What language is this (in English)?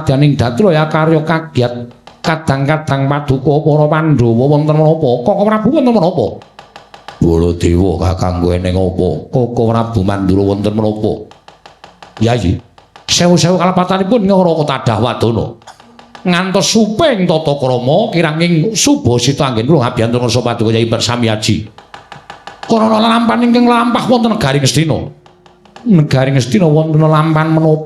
Javanese